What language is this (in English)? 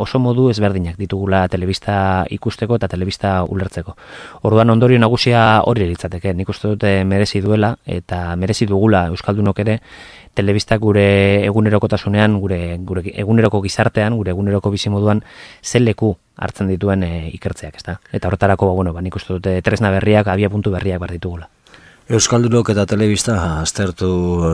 Basque